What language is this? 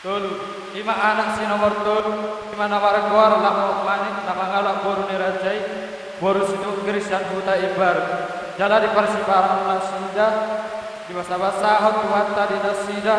Batak Toba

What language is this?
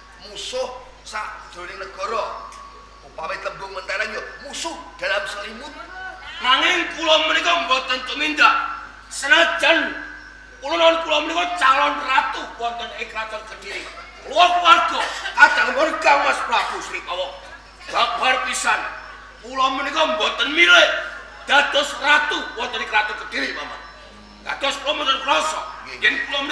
Javanese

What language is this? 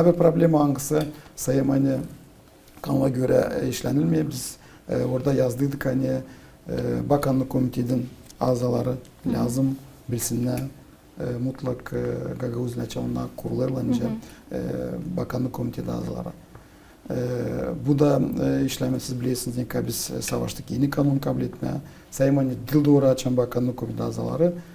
Gagauz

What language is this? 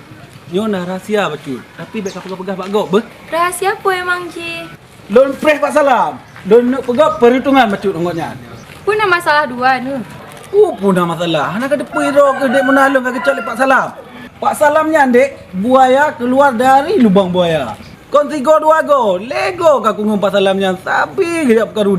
Achinese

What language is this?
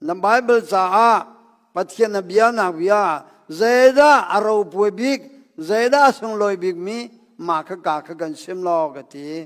Hakha Chin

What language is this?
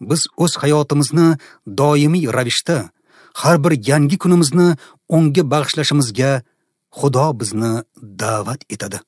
Uzbek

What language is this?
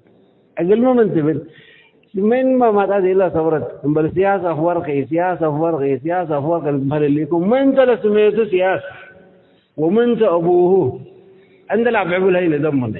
Tigre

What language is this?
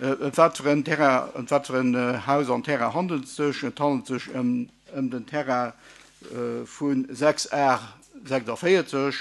Luxembourgish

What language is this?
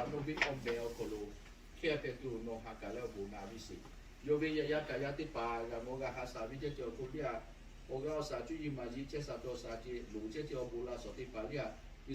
Lahu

